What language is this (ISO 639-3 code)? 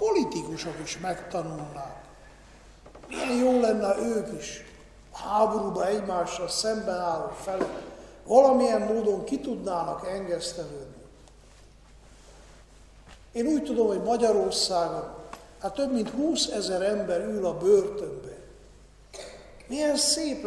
hun